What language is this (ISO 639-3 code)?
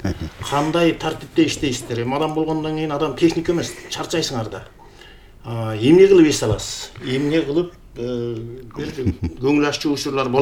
kir